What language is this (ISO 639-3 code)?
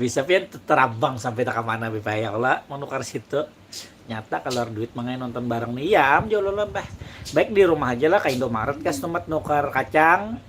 bjn